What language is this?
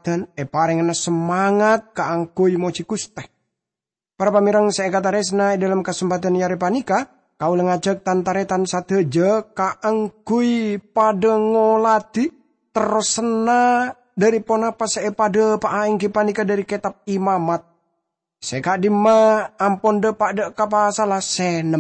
Madurese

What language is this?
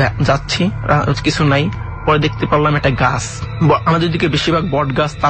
Bangla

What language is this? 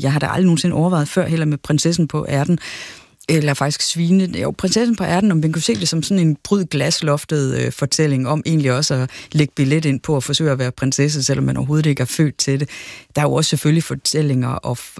Danish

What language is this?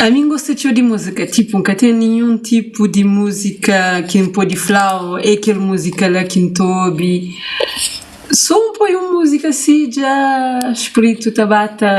Kabuverdianu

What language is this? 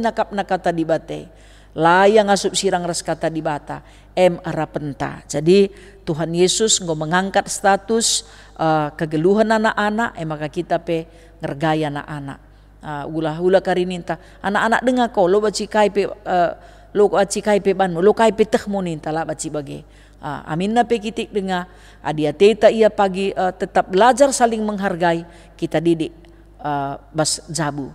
Batak Karo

